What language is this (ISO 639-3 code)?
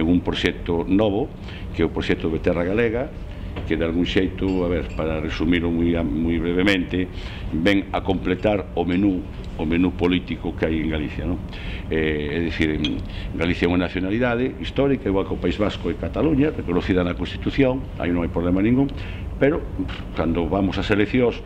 glg